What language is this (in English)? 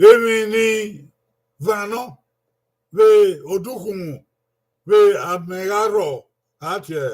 Bini